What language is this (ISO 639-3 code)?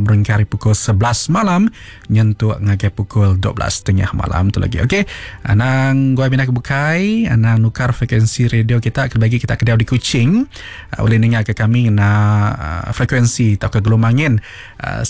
iba